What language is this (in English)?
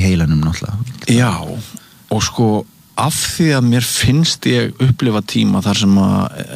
Icelandic